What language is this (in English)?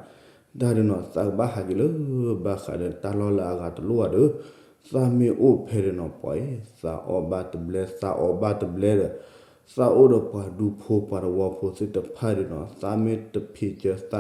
S'gaw Karen